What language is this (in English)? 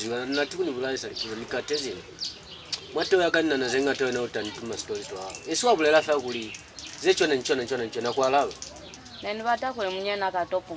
Lozi